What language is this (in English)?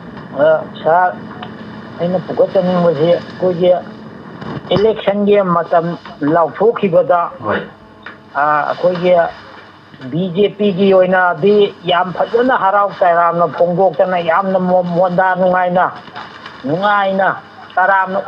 Manipuri